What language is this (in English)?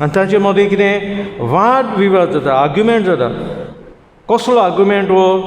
Konkani